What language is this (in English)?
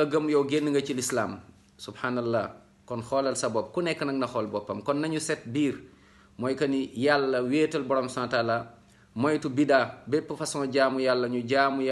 Wolof